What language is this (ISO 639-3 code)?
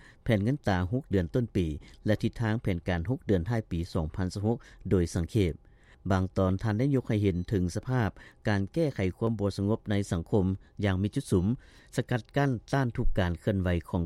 lao